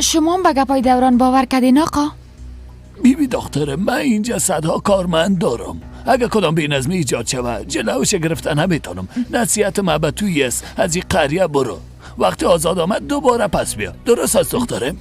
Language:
Persian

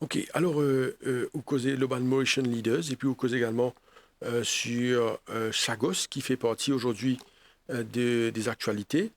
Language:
Morisyen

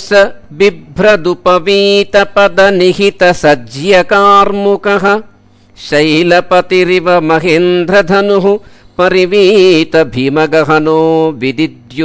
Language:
Sanskrit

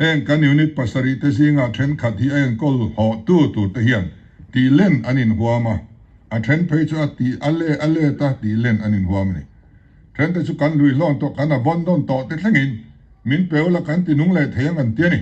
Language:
Mizo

